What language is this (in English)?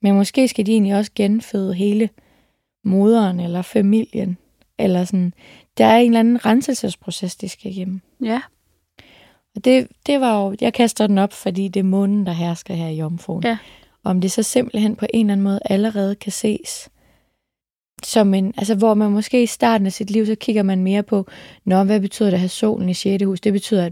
Danish